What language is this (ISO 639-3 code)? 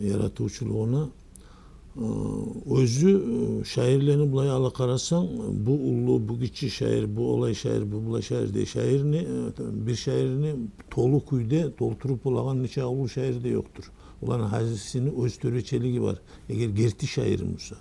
kum